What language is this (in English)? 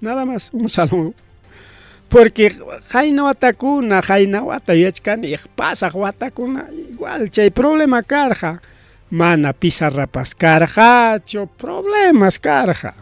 Ayacucho Quechua